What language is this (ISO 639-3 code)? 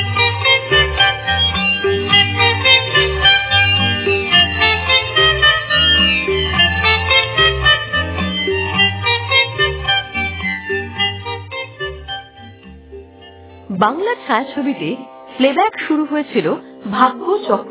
ben